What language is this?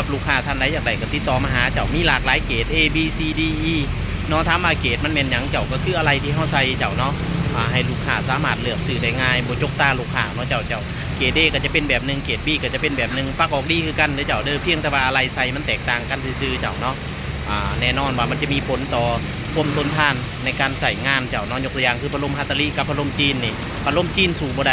Lao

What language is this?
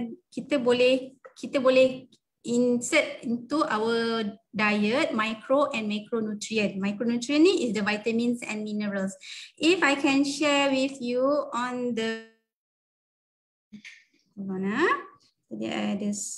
Malay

